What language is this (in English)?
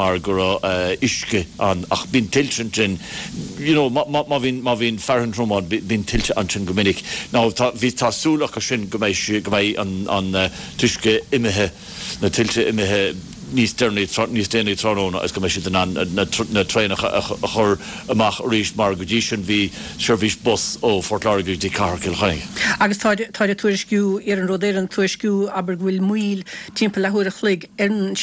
Irish